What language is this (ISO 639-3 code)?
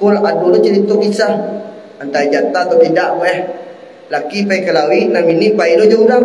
min